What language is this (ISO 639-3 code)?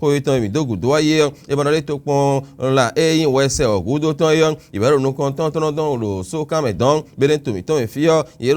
fon